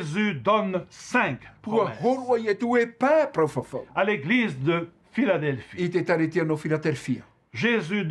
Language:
Tahitian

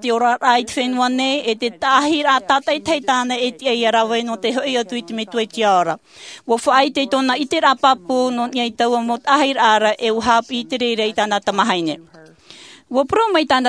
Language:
Tahitian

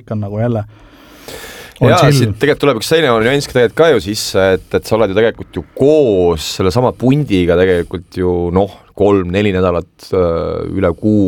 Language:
Estonian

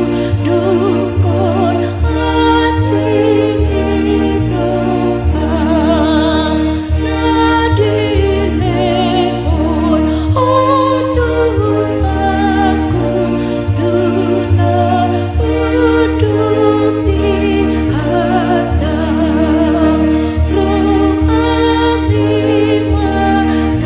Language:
Batak Toba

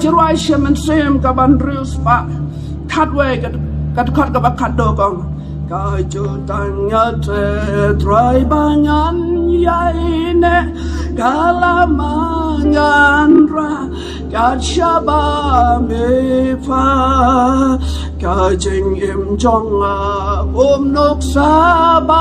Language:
Khasi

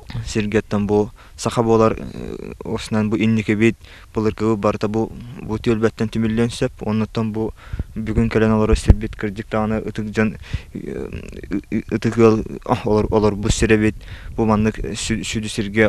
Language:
Yakut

